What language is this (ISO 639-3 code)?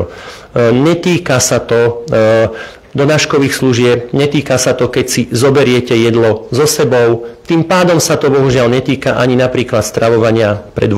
slk